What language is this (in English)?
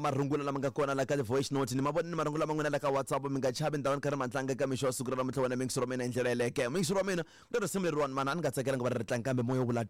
Tsonga